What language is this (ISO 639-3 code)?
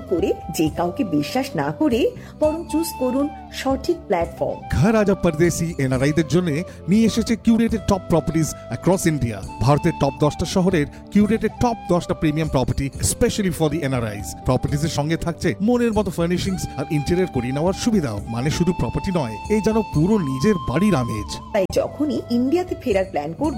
ben